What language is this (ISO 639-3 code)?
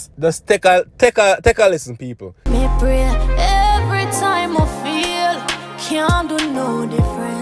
jam